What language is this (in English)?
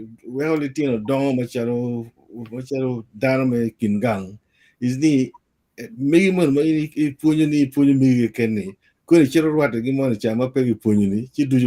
Acoli